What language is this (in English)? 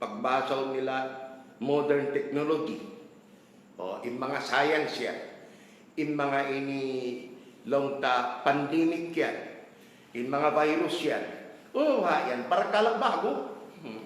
Tausug